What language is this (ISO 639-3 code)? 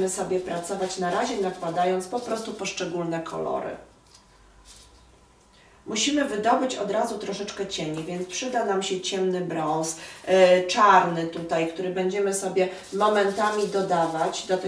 pol